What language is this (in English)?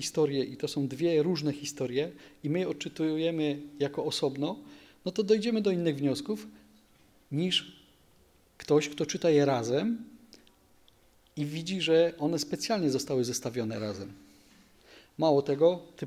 Polish